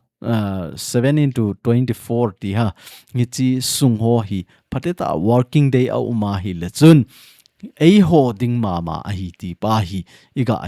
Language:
Thado Chin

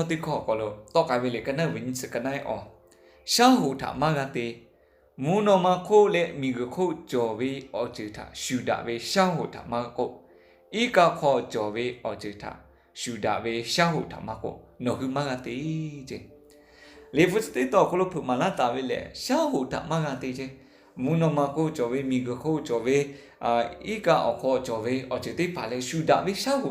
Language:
Lahu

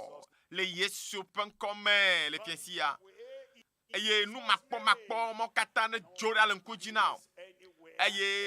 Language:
Ewe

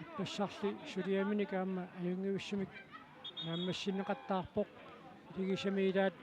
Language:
Kalaallisut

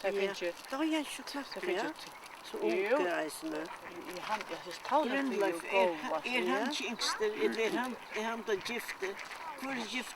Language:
Faroese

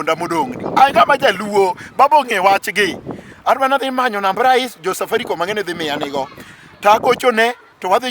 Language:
Luo (Kenya and Tanzania)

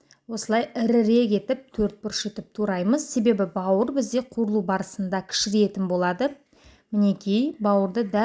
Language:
Kazakh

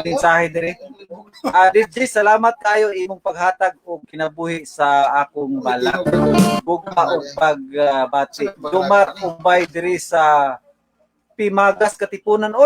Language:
Cebuano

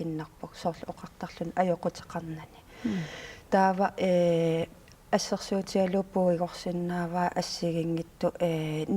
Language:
Kalaallisut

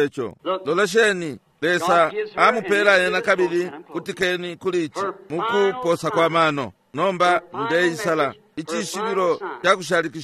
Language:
Bemba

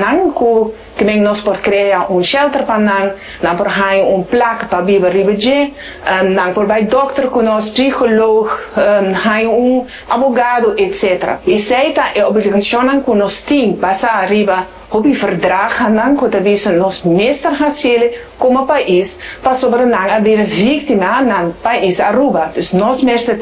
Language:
Papiamento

